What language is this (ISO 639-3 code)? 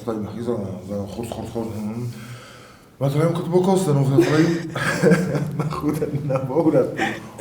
oss